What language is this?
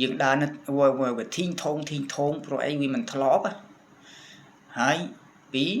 Khmer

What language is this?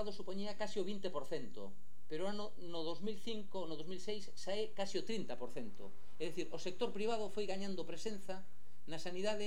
Galician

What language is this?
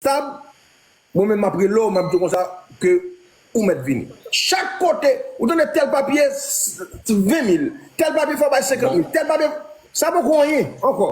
Haitian Creole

